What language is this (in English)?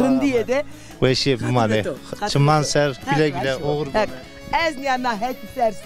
Zaza